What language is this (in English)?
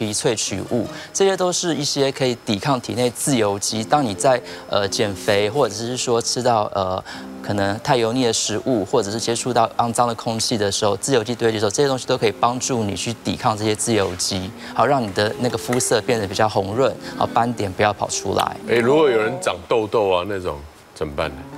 Chinese